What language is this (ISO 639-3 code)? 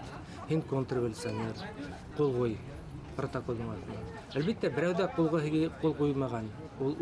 bak